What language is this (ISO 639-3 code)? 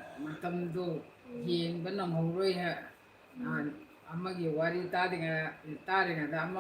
mni